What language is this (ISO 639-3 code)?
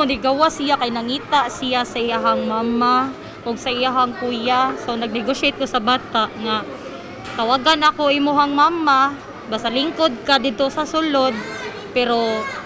ceb